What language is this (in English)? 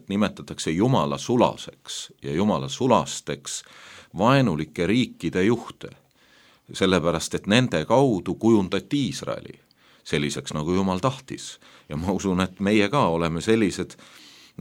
Estonian